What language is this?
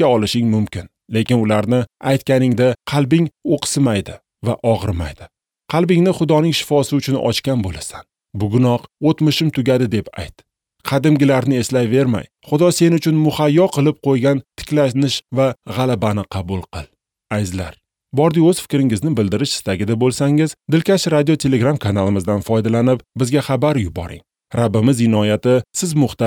Uzbek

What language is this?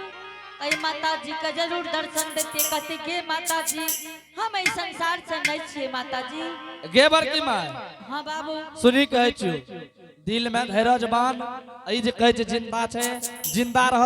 Angika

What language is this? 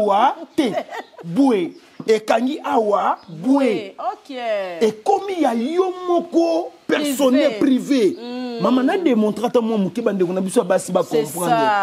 Lingala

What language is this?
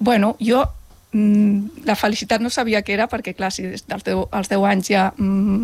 Catalan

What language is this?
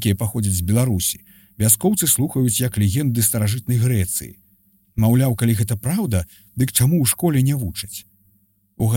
Belarusian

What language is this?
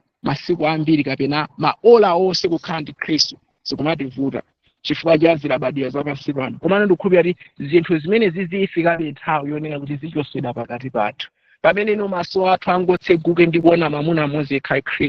Nyanja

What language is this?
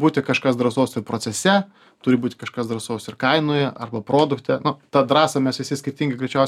Lithuanian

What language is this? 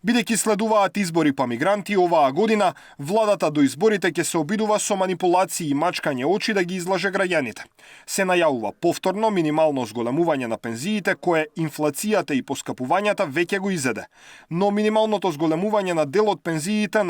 Macedonian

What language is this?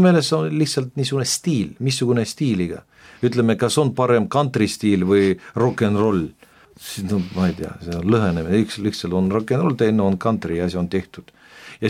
Estonian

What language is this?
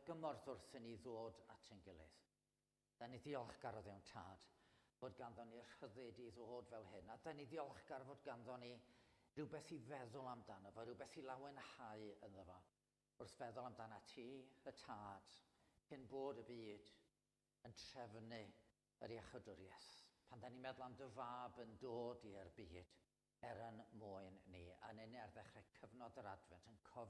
Welsh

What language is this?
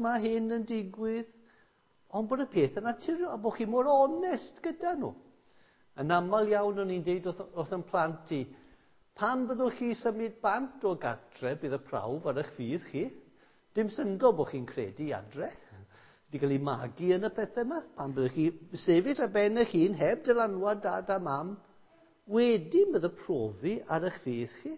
Welsh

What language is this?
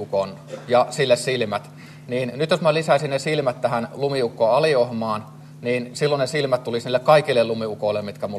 Finnish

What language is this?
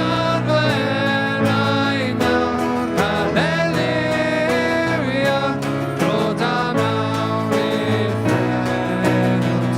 Welsh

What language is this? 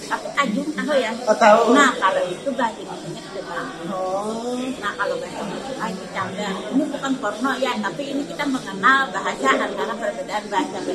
Banjar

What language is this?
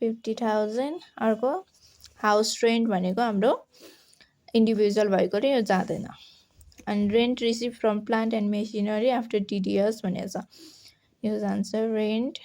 Nepali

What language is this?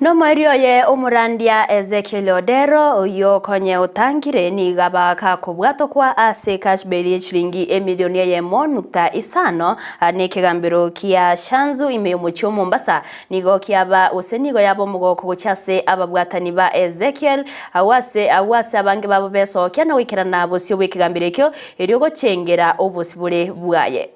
Gusii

